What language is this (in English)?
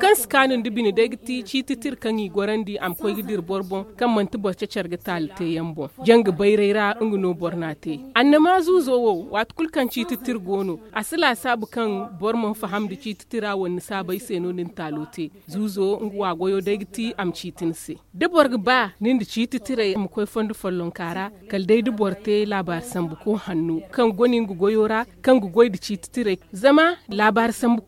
Zarma